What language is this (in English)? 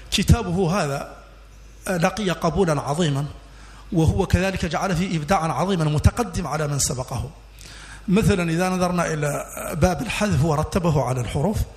Arabic